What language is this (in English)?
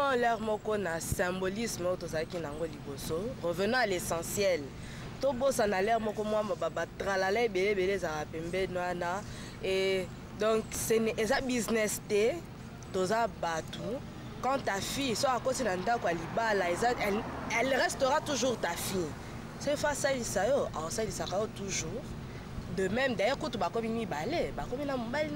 Lingala